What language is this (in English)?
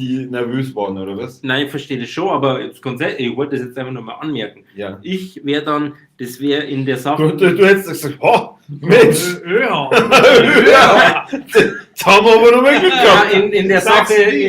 Bavarian